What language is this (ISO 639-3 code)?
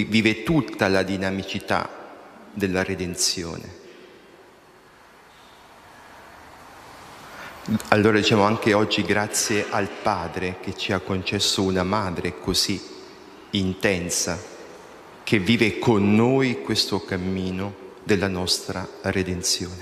ita